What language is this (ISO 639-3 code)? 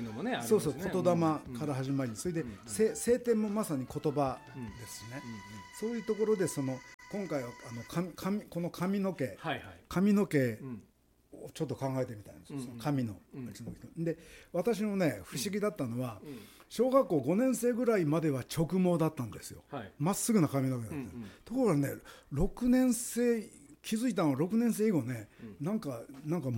jpn